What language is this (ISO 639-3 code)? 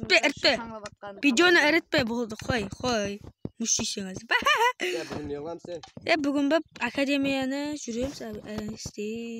kaa